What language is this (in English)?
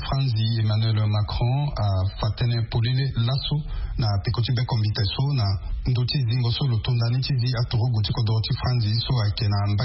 Sango